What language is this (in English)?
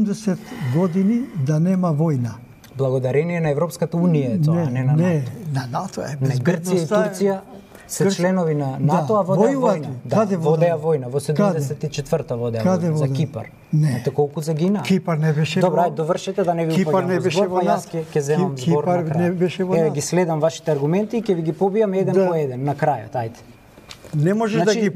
Macedonian